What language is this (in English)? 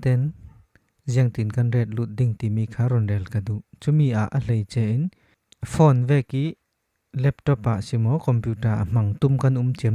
Falam Chin